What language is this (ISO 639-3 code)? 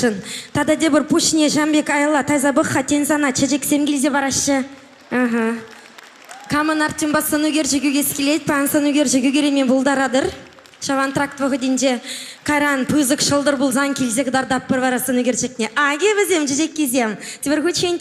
chv